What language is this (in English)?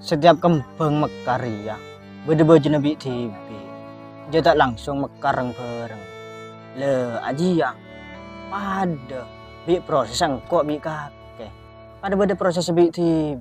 Madurese